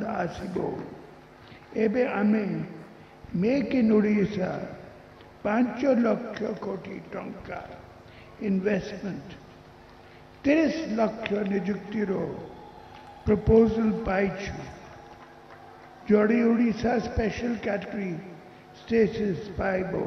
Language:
Odia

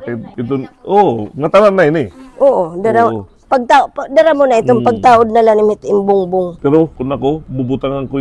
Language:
Waray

